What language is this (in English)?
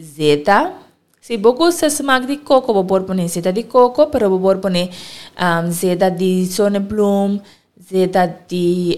Papiamento